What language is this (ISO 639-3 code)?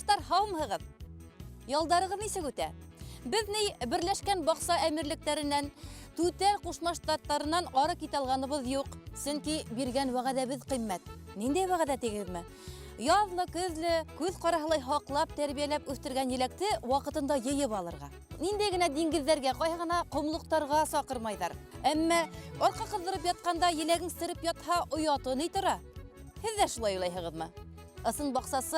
bak